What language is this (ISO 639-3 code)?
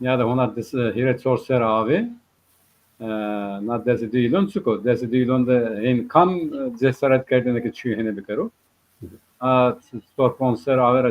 zza